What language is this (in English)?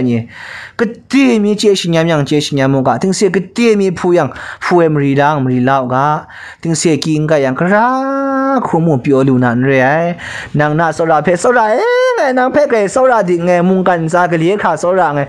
Kachin